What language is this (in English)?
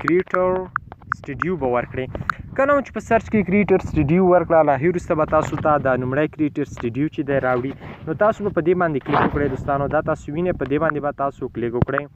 Pashto